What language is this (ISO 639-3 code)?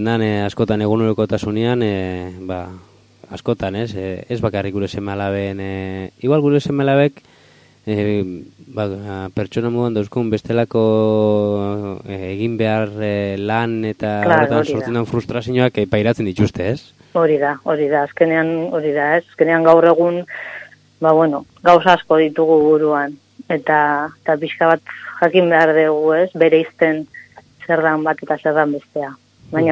eus